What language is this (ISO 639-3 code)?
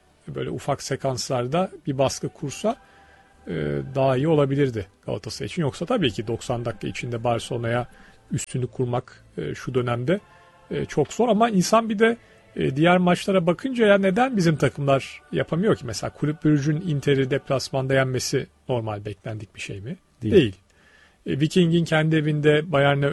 tur